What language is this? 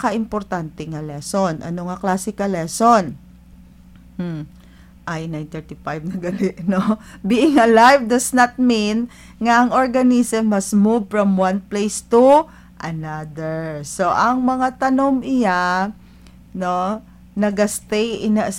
Hiligaynon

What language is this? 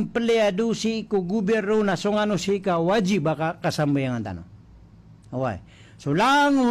Maranao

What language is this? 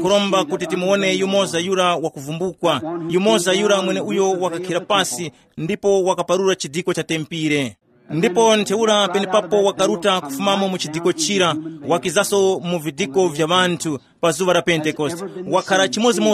Tumbuka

